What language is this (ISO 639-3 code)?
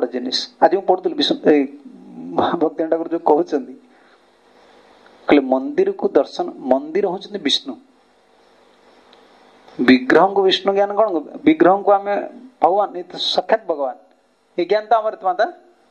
ori